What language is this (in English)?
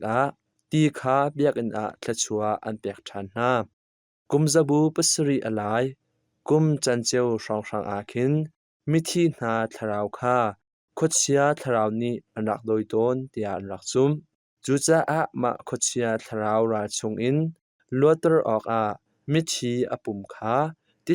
Hakha Chin